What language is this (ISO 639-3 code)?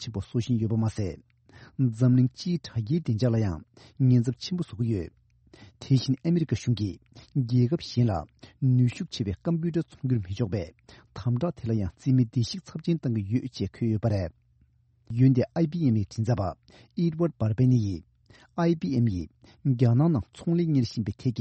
bod